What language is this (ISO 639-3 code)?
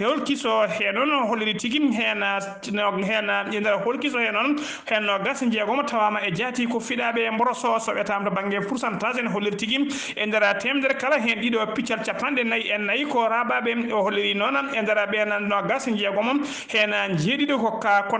ful